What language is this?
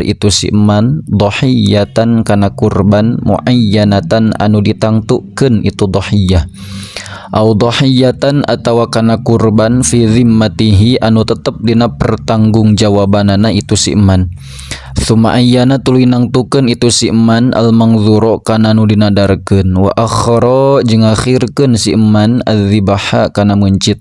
Sundanese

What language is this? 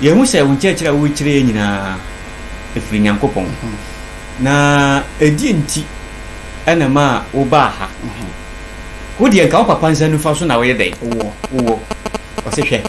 Akan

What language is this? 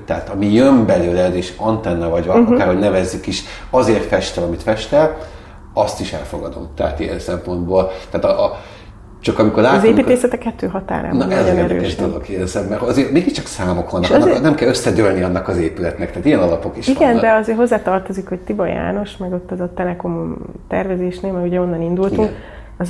Hungarian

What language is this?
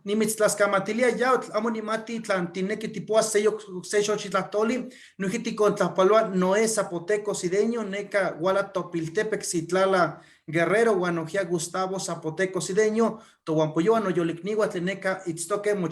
Eastern Huasteca Nahuatl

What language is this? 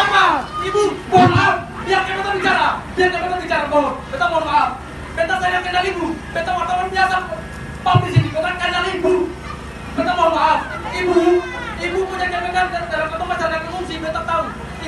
Ambonese Malay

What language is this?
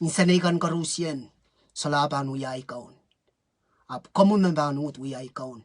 Pohnpeian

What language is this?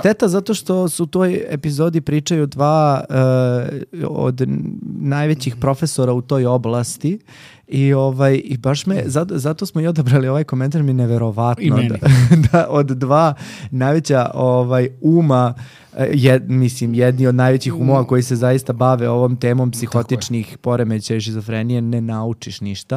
Serbian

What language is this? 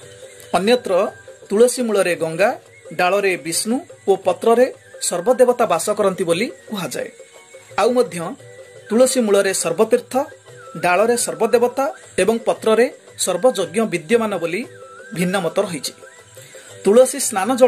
Odia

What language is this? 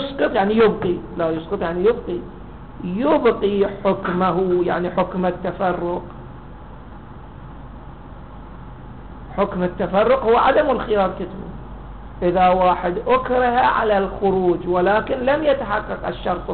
Arabic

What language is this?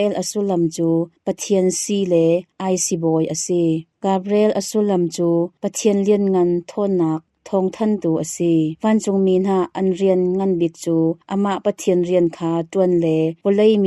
Hakha Chin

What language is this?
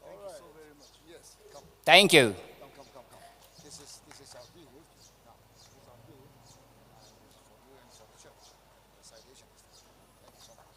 Tangkhul Naga (India)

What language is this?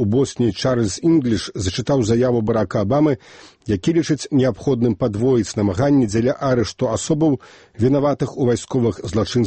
Belarusian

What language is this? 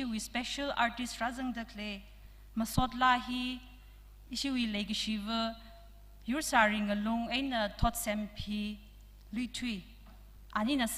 Tangkhul Naga (India)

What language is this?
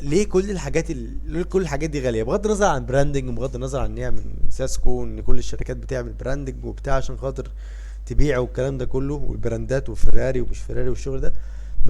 Egyptian Arabic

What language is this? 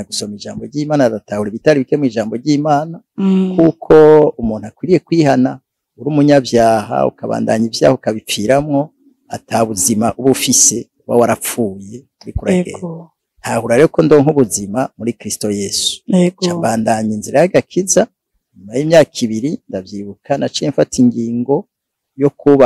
Rundi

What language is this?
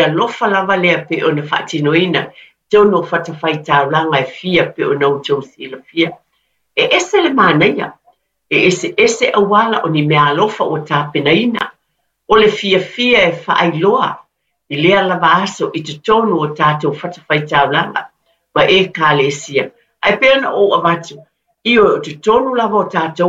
Samoan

